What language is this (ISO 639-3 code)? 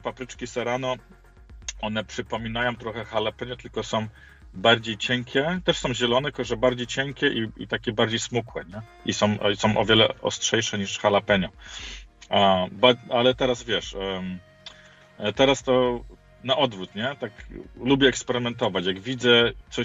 pol